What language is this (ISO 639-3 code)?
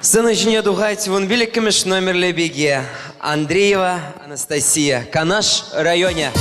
chv